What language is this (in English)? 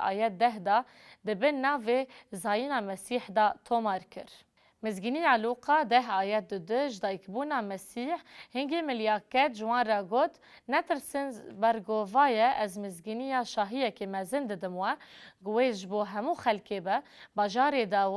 Kurdish